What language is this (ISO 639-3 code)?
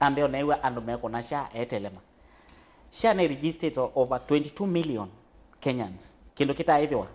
kam